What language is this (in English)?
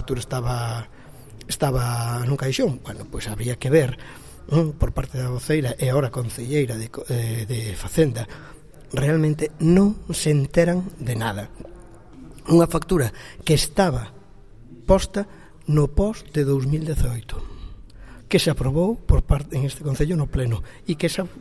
Galician